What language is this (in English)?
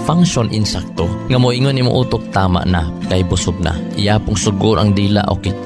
Cebuano